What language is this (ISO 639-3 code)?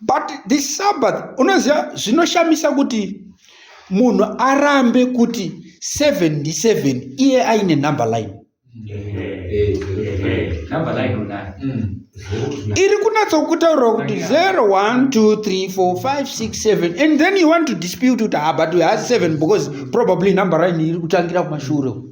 sna